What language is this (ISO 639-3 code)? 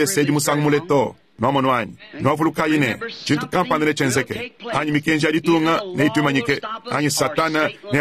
lua